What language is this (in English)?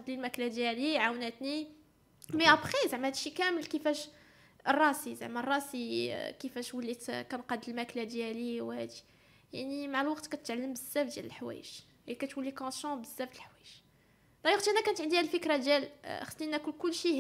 Moroccan Arabic